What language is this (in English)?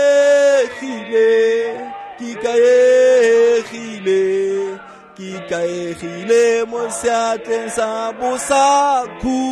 Tswana